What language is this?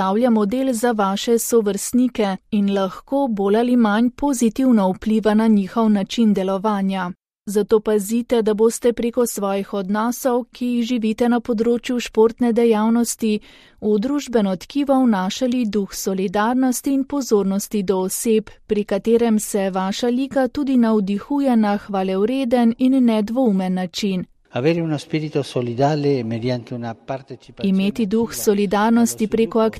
Slovenian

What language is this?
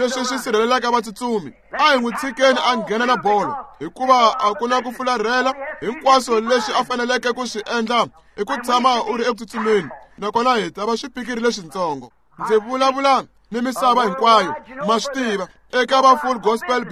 Tsonga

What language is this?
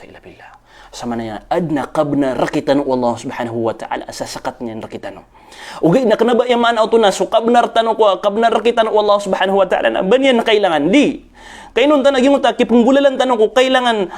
Maranao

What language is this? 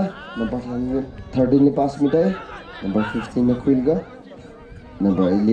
Tangkhul Naga (India)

